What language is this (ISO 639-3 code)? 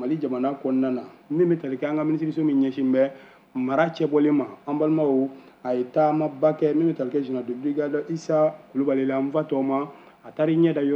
bam